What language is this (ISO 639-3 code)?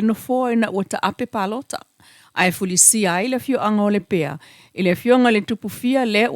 smo